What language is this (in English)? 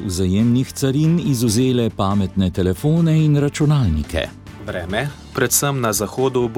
Slovenian